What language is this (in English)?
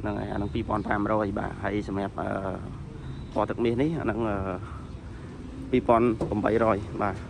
Khmer